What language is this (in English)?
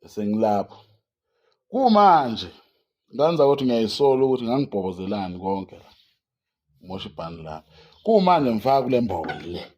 Zulu